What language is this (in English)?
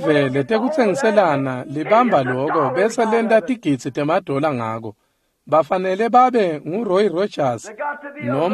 Swati